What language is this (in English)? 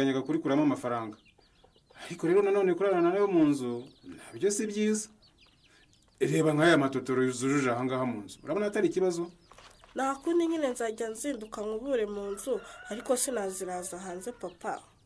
Kinyarwanda